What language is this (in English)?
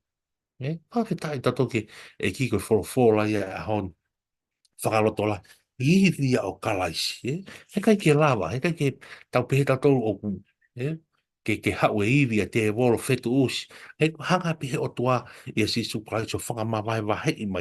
Tongan